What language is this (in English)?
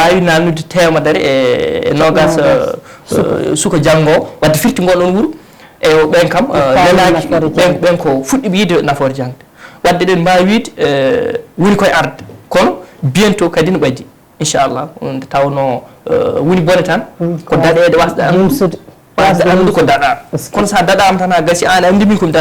Fula